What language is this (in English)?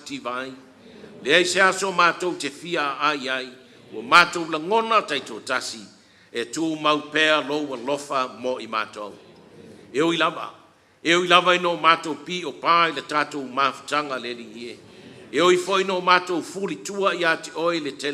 Samoan